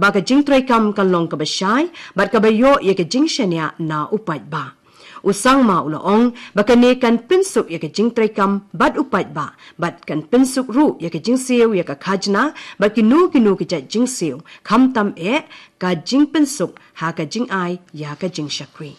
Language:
Khasi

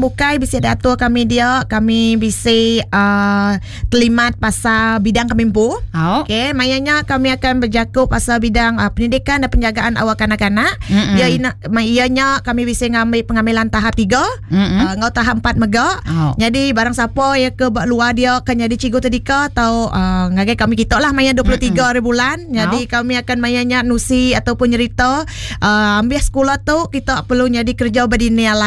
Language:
Iban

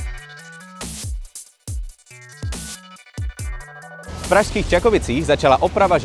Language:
Czech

